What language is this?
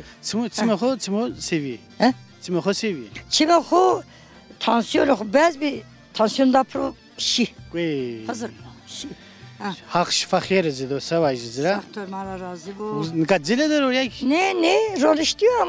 Zaza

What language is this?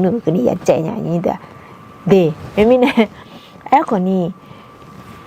Akha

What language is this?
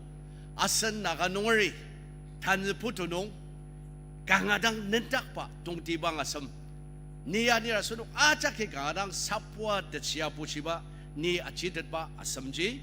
Ao Naga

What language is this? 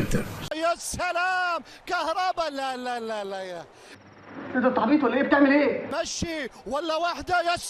Egyptian Arabic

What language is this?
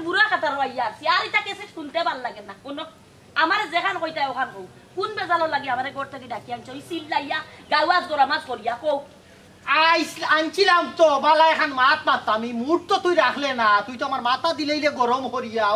Sylheti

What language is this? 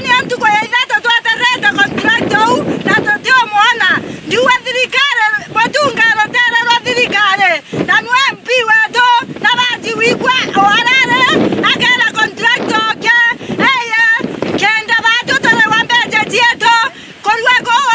Meru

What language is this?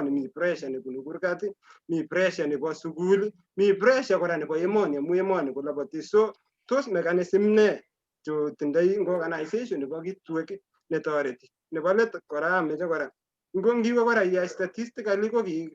Kalenjin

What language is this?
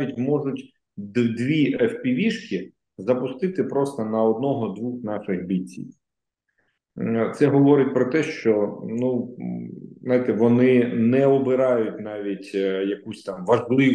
Ukrainian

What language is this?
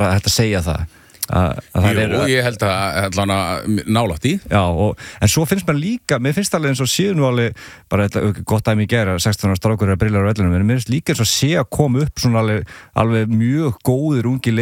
Icelandic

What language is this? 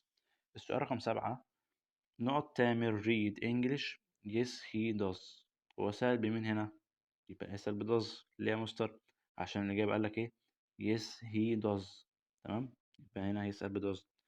Egyptian Arabic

